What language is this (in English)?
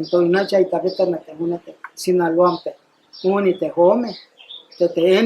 Mayo